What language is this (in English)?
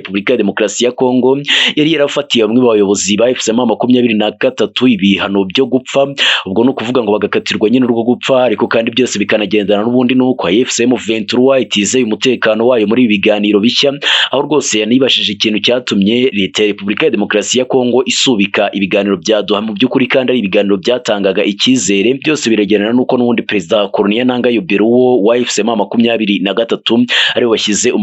Kinyarwanda